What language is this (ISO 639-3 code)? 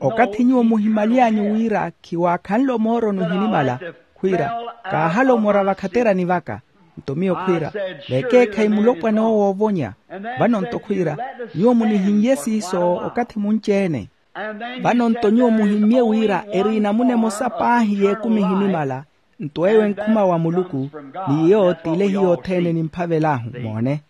vmw